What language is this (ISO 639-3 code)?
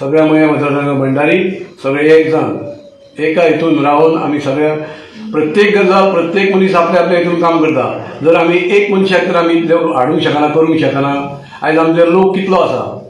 kok